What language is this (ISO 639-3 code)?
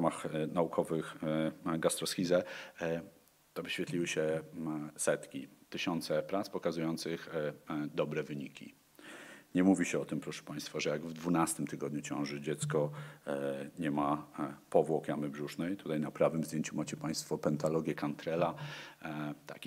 pol